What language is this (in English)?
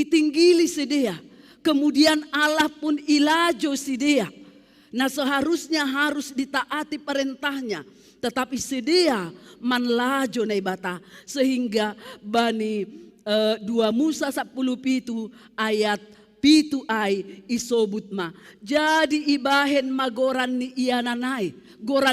Batak Simalungun